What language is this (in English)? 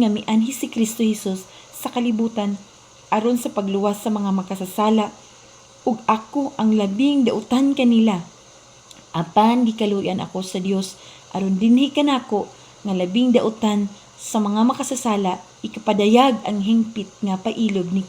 Cebuano